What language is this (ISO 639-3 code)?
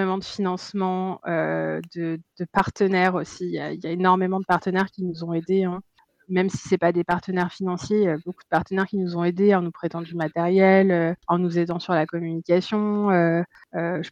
fra